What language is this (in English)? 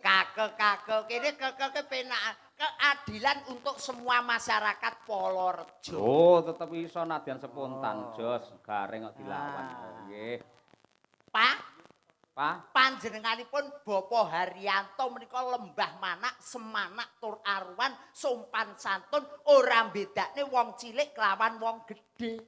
Javanese